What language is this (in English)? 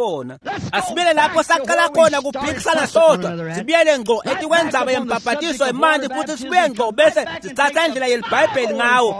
Swati